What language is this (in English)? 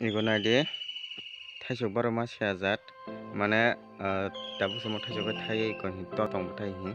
Kok Borok